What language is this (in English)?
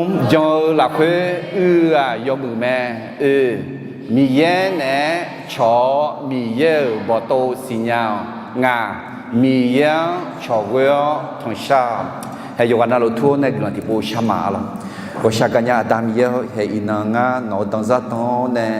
Akha